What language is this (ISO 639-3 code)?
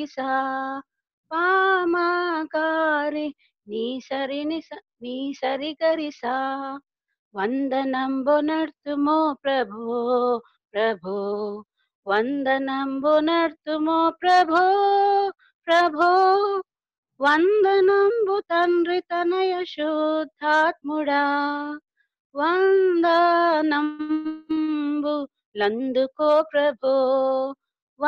tel